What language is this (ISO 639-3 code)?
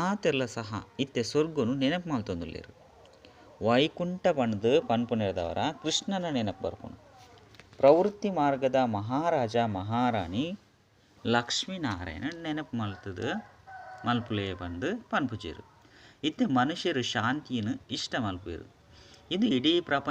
tcy